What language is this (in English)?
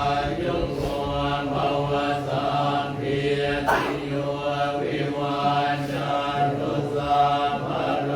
Pali